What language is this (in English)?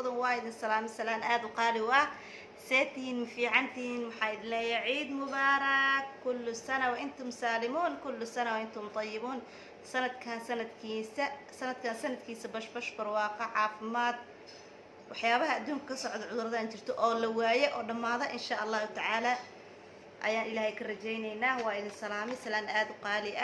Somali